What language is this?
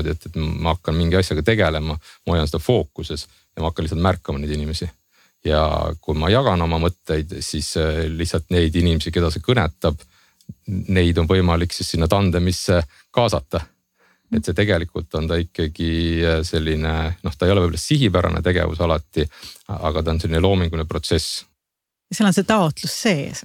Estonian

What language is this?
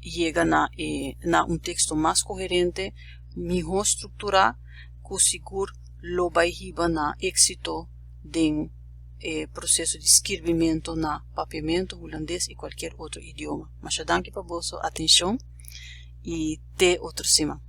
Papiamento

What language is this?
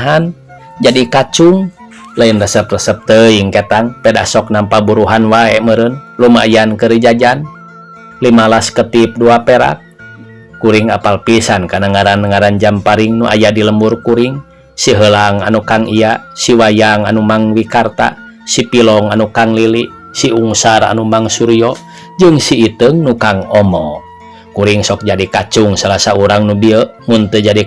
Sundanese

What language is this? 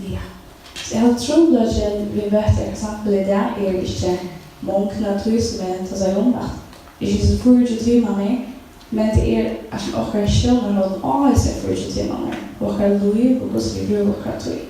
Faroese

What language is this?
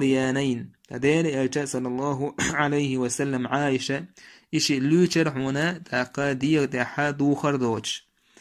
Chechen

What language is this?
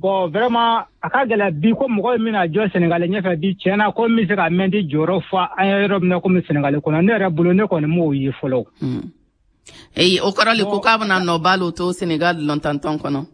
Bambara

